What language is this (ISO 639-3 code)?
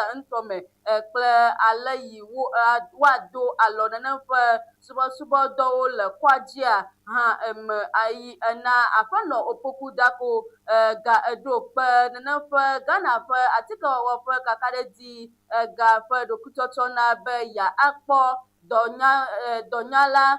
ewe